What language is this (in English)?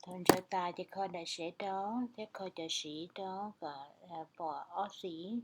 Hmong